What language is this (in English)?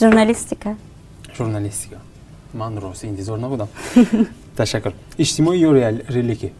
Tajik